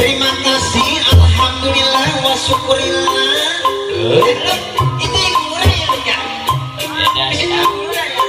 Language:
Betawi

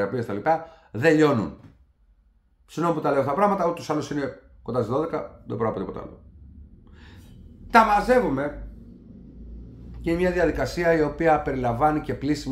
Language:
Greek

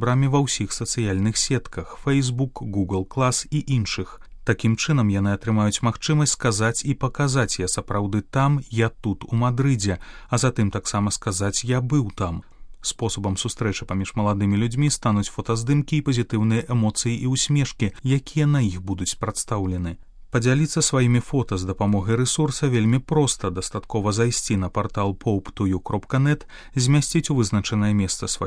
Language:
Belarusian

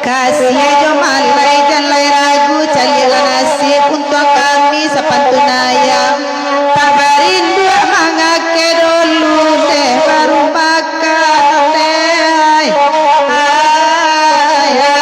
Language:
Minangkabau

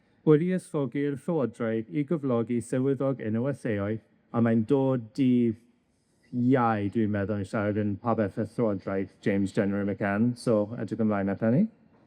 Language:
Welsh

